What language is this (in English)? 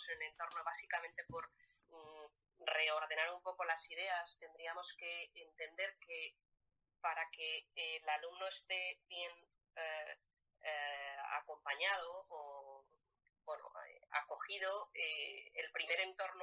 Spanish